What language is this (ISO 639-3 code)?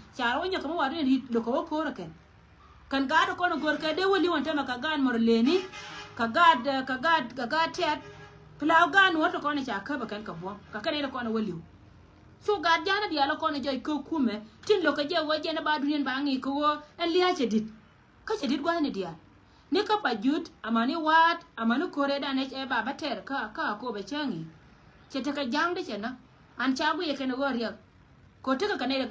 nus